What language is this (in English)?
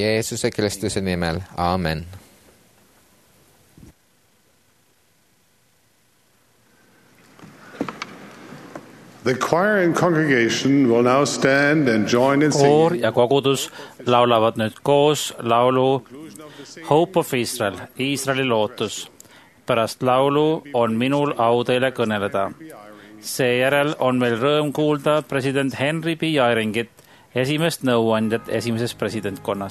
Estonian